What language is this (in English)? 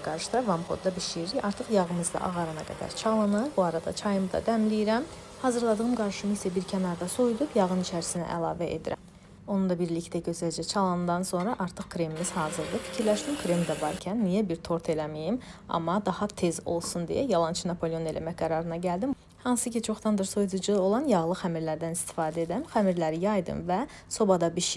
Azerbaijani